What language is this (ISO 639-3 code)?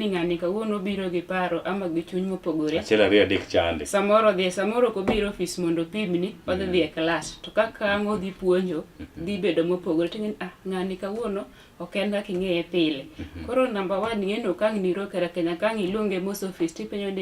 luo